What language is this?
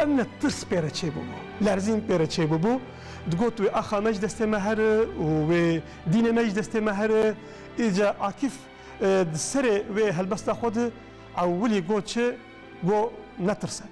Kurdish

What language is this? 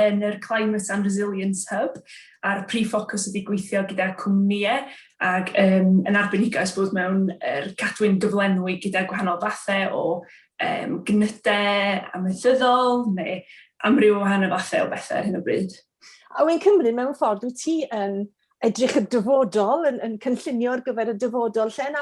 Welsh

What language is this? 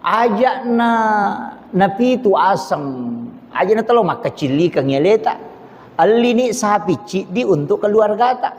Buginese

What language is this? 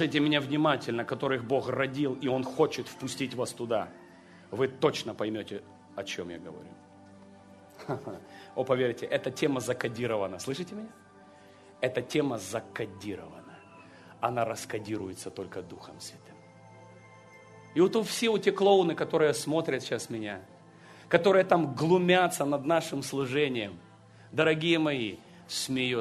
Russian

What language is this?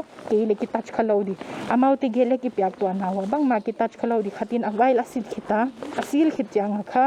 Paite Chin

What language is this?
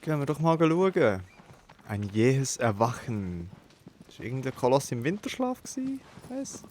Swiss German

